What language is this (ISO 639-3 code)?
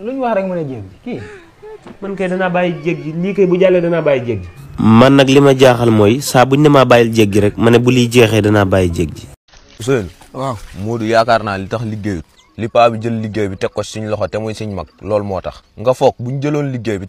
wol